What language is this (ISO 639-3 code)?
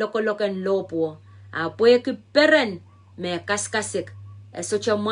pon